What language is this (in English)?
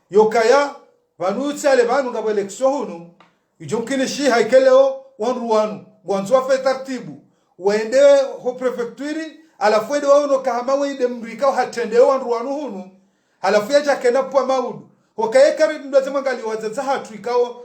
Ngazidja Comorian